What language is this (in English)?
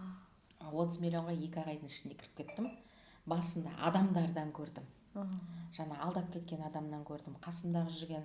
Kazakh